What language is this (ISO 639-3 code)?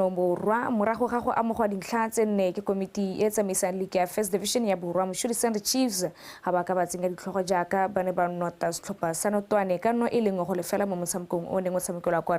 tsn